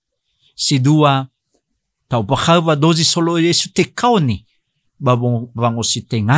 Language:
Nias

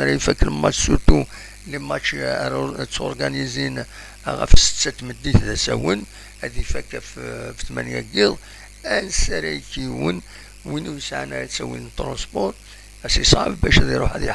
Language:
Kabyle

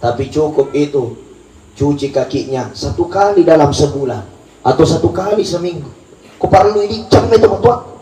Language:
Buginese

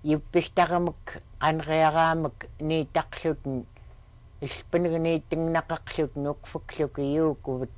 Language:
Central Yupik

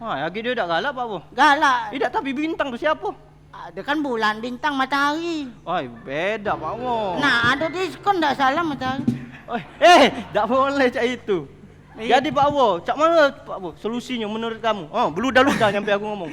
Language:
Musi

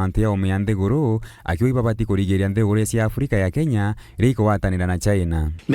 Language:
Meru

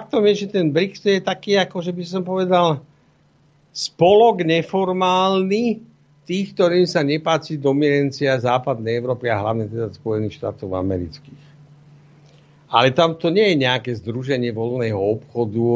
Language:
Slovak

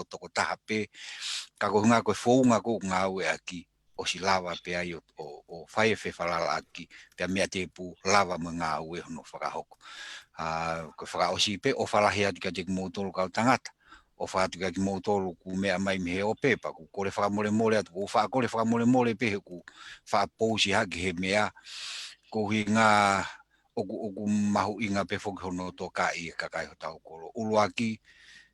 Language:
Tongan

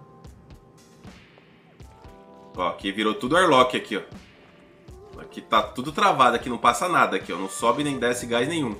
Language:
Portuguese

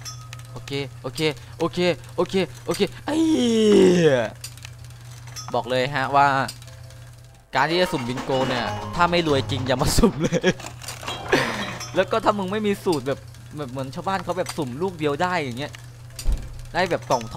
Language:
Thai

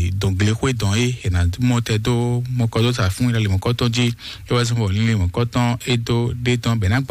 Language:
Fon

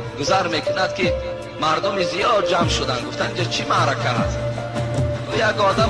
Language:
Tajik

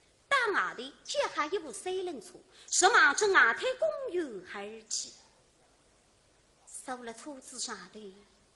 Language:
Wu Chinese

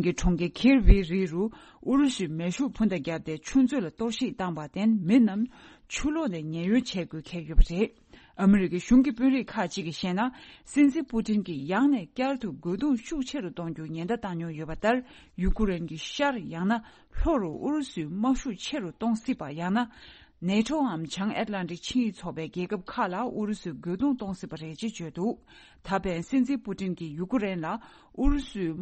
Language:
Tibetan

